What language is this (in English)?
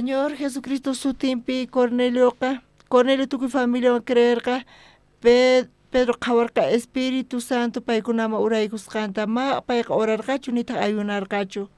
South Bolivian Quechua